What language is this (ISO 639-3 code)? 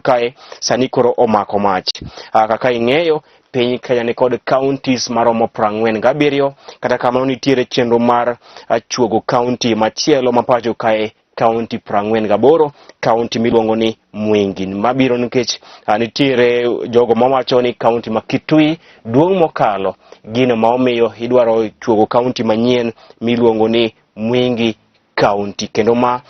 luo